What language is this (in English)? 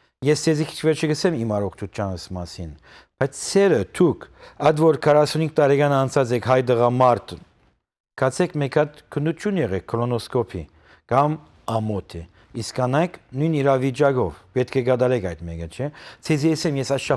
Western Armenian